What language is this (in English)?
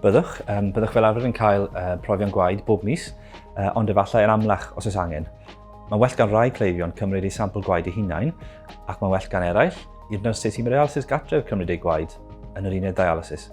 Welsh